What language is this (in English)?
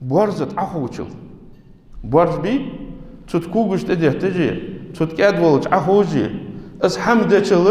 Ingush